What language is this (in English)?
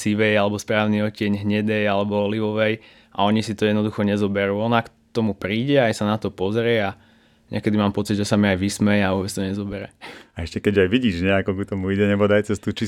Slovak